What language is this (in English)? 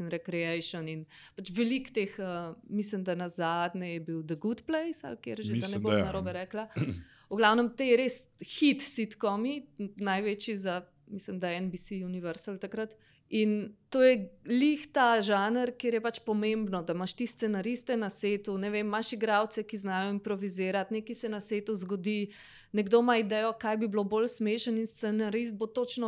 Slovenian